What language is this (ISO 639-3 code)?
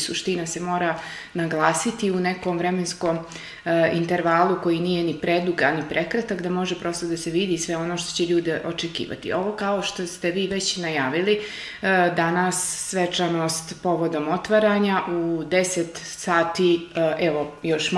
srp